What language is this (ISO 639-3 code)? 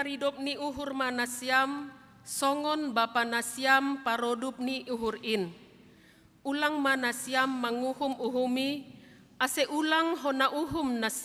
bts